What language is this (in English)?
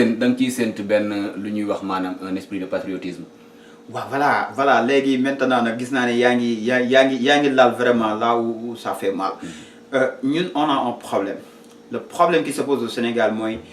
Wolof